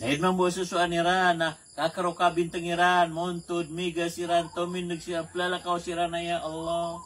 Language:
Maranao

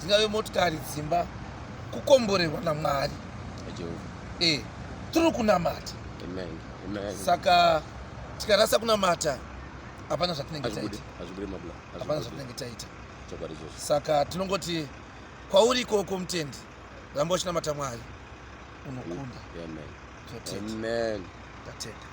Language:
Shona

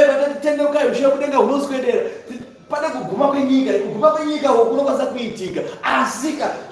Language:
Shona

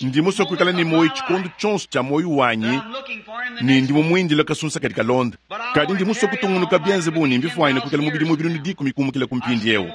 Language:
Luba-Lulua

